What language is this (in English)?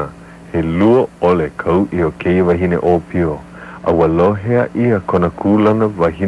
Hawaiian